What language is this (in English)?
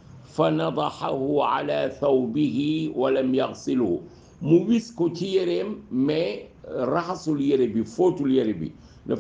Wolof